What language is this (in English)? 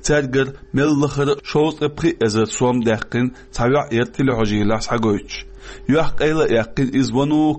Chechen